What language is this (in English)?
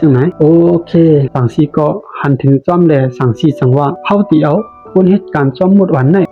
Shan